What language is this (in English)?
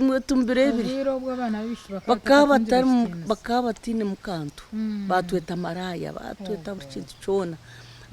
Nyankole